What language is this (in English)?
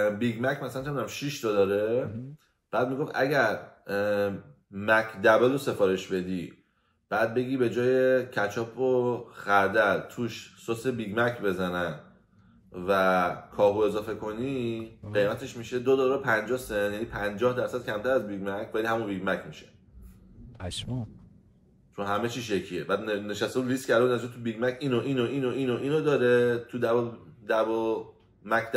Persian